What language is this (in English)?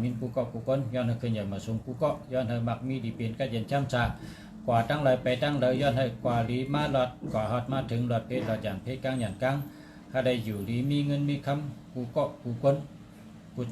Shan